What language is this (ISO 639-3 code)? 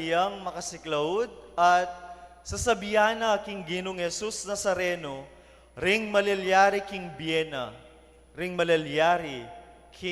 pam